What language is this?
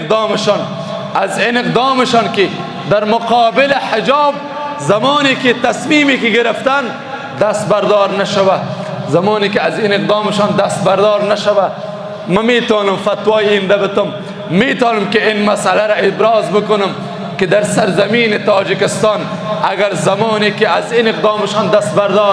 Persian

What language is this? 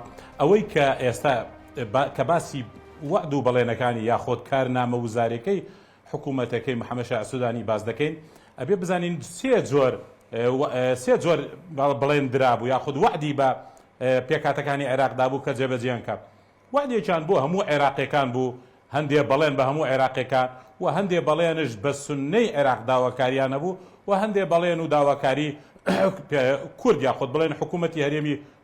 Central Kurdish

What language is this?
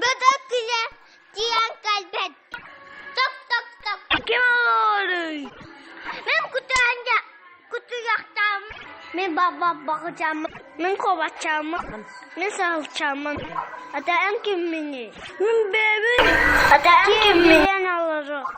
Yakut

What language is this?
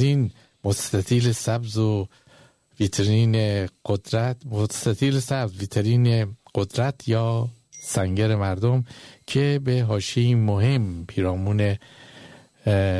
Persian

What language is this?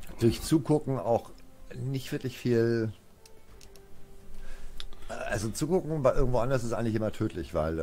German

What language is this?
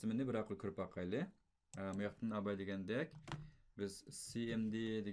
Uyghur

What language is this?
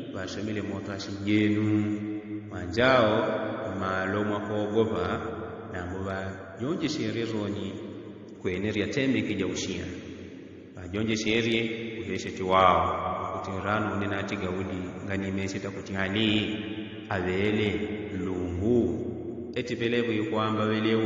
Yao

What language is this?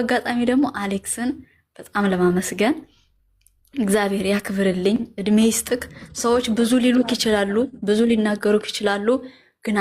Amharic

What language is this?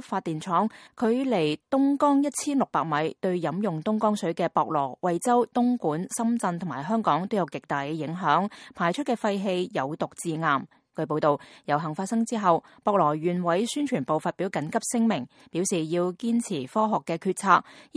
Cantonese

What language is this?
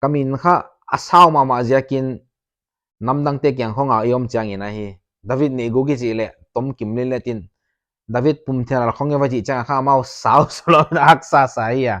Paite Chin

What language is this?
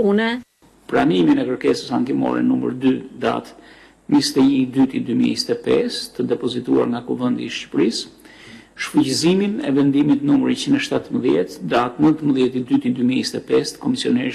Albanian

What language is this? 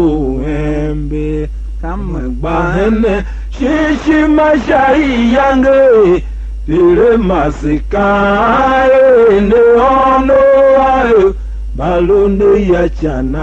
Tiv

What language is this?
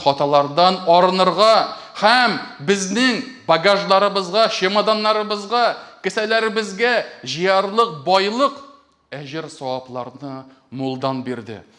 Tatar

